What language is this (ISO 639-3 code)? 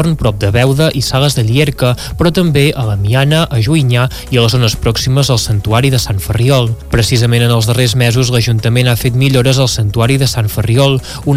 cat